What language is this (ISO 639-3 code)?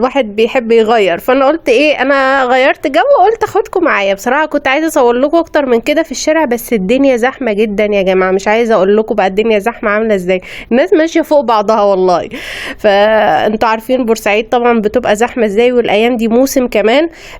arz